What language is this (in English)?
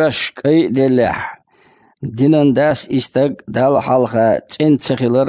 Chechen